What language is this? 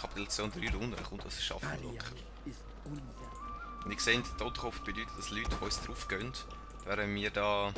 Swiss German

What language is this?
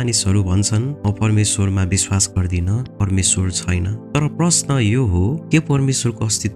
Nepali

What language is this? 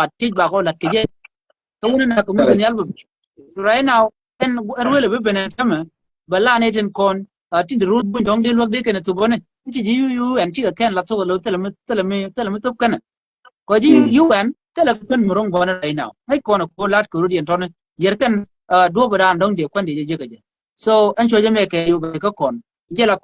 Nuer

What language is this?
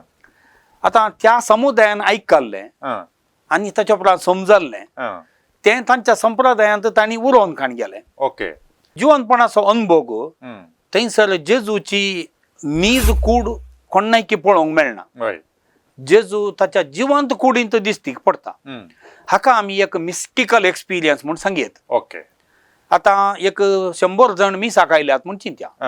Konkani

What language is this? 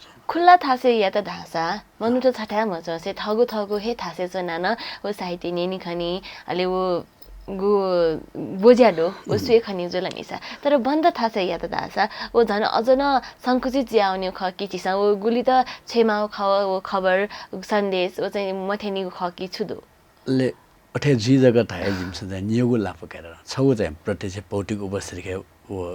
Newari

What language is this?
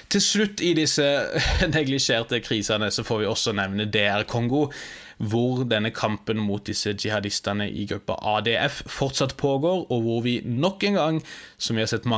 Norwegian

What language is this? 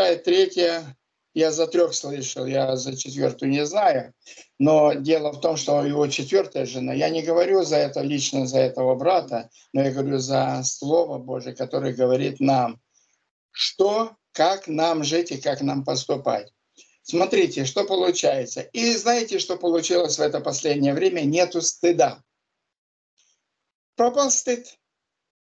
Russian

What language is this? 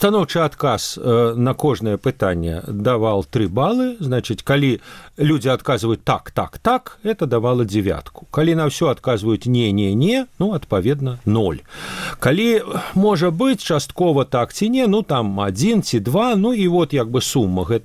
Belarusian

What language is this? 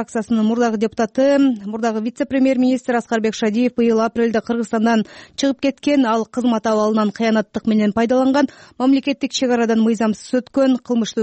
Kyrgyz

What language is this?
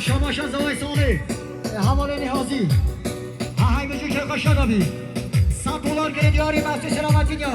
Kurdish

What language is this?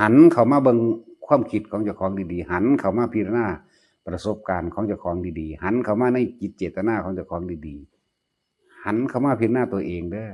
Northeastern Thai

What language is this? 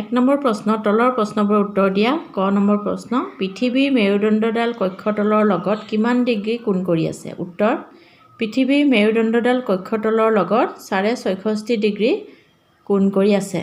Assamese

